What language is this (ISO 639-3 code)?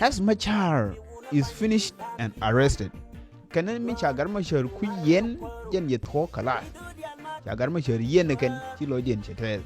nus